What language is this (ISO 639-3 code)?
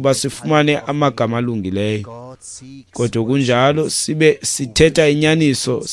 xho